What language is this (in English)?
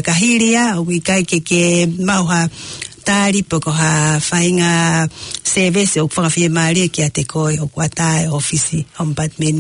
Tongan